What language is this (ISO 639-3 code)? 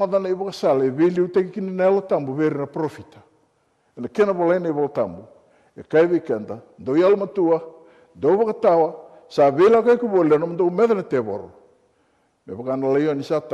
fij